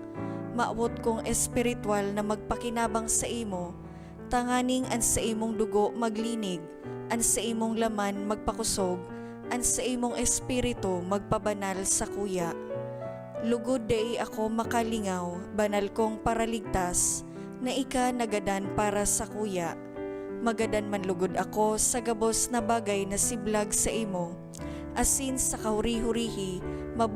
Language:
Bikol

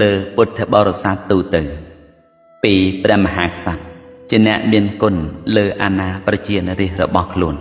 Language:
Khmer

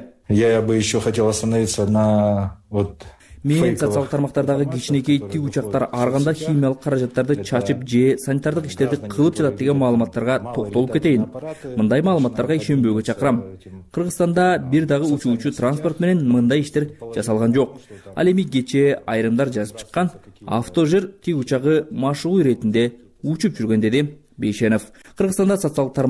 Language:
Kyrgyz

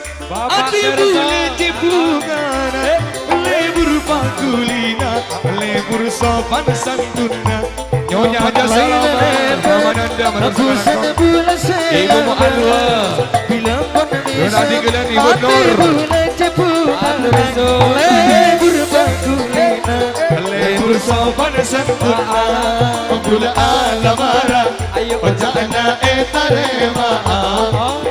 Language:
Madurese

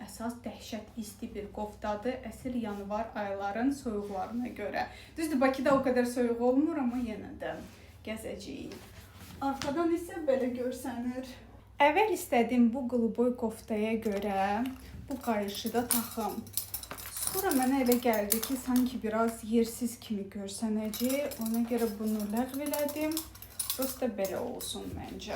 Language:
Azerbaijani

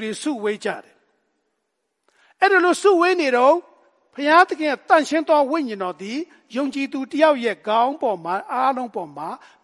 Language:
Burmese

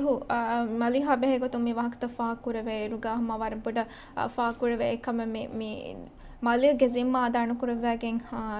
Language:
Divehi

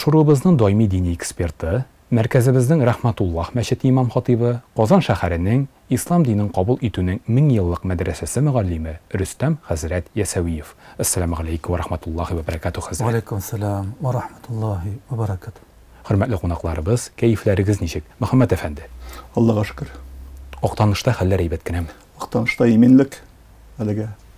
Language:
Tatar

